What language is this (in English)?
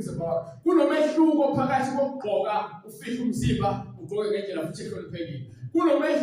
Zulu